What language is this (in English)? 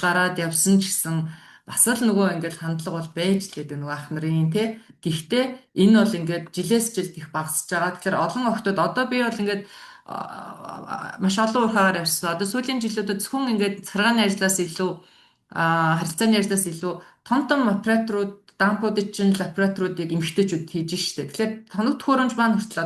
Mongolian